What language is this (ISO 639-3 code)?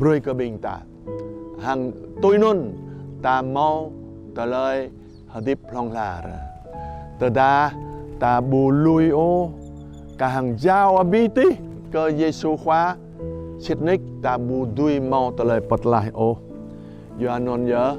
jra